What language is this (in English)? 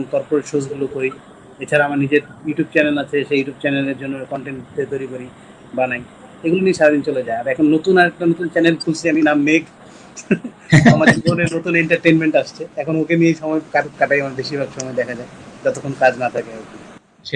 Bangla